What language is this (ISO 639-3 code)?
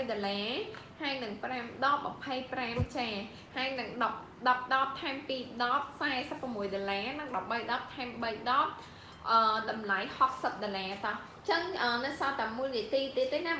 khm